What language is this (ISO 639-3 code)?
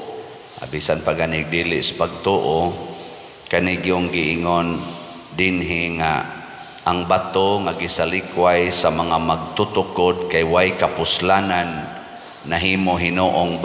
ceb